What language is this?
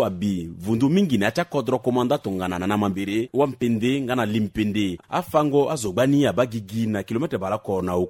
Sango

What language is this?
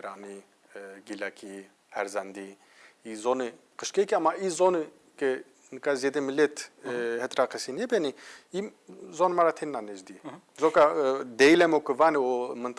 Zaza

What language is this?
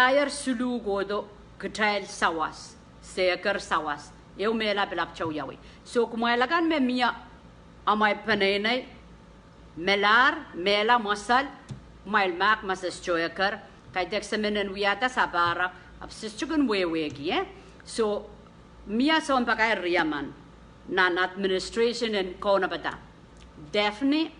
Pohnpeian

